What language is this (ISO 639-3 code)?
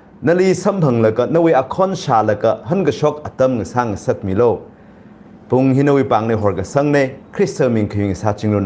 nmf